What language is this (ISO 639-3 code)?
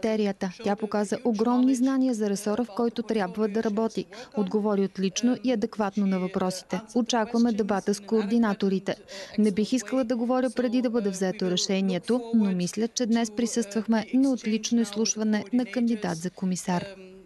bul